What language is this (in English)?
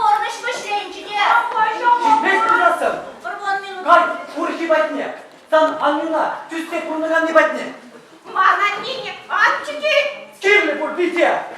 Chuvash